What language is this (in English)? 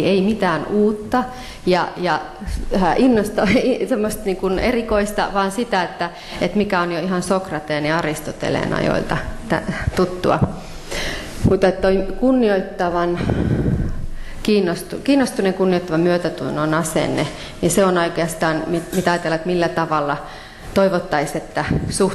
Finnish